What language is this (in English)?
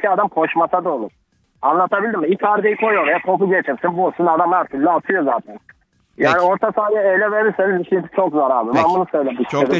Turkish